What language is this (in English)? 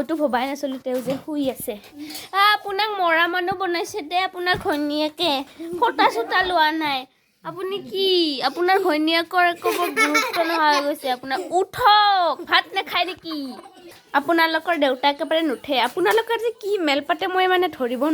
Assamese